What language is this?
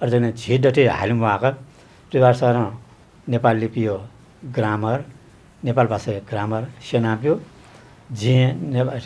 Newari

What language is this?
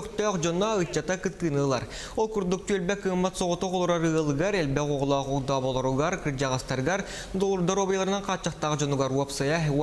Yakut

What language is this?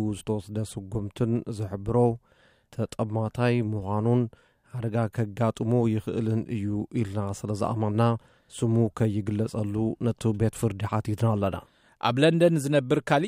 Tigrinya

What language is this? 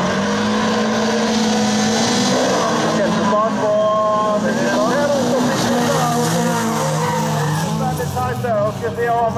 Norwegian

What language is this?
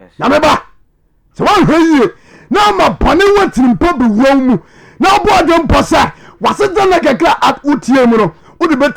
Akan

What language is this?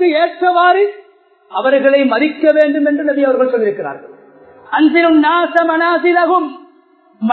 Tamil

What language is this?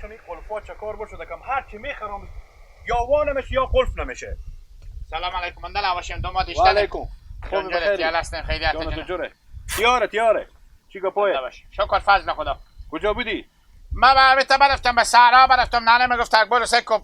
Hazaragi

